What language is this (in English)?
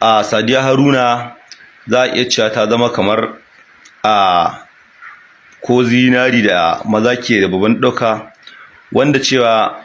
Hausa